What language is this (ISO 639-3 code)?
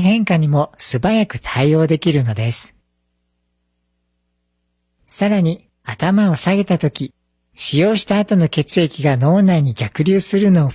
jpn